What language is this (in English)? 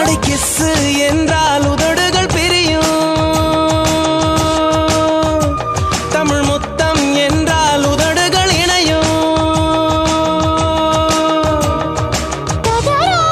Tamil